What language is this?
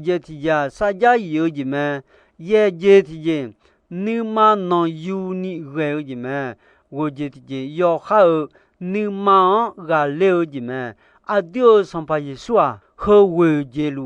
Akha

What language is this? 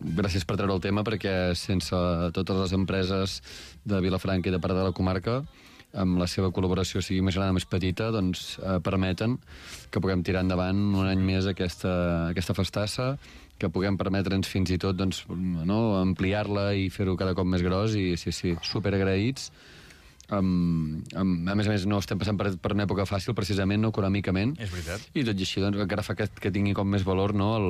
Catalan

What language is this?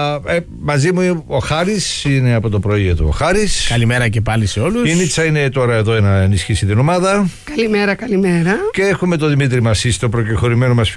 Greek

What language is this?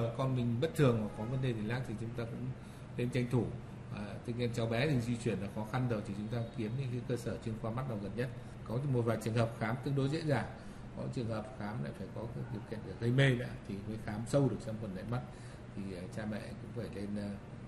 Vietnamese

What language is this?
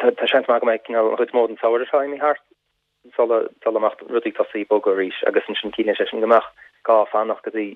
Irish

